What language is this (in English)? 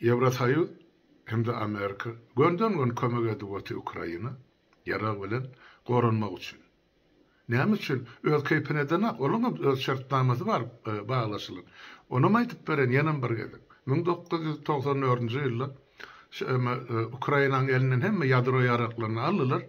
Turkmen